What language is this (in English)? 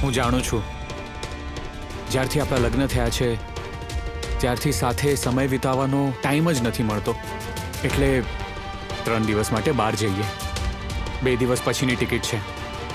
Gujarati